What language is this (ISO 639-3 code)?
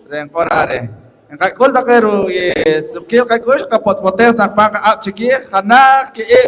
poh